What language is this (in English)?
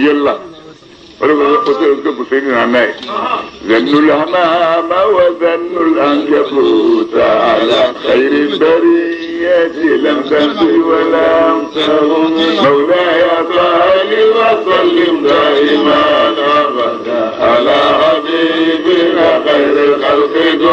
Bambara